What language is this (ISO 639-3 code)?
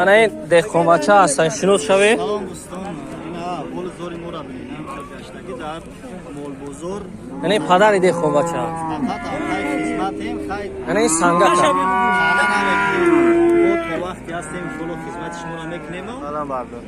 tgk